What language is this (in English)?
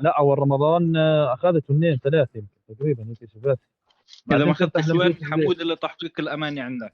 North Levantine Arabic